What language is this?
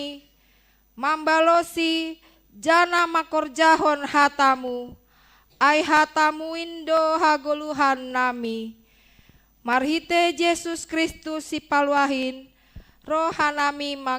Batak Simalungun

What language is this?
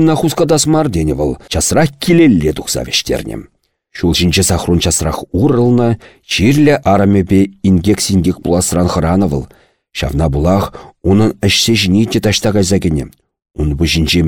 Chuvash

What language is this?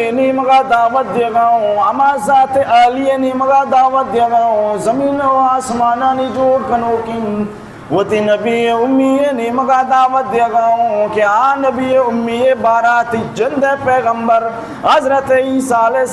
Baluchi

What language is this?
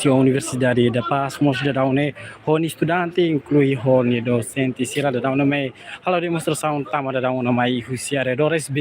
Tetum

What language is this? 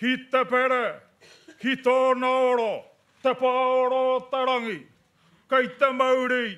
Māori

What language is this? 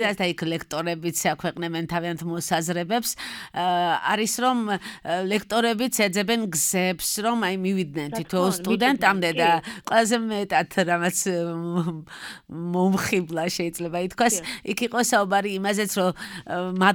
Georgian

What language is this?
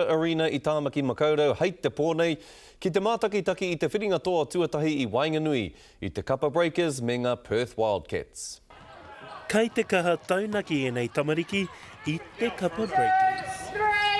Māori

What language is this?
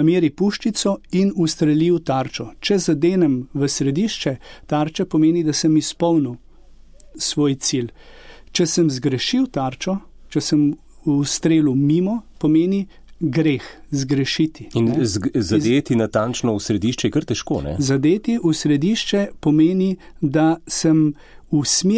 Slovenian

